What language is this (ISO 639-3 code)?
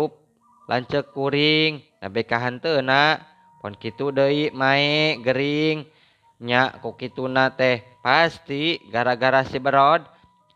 sun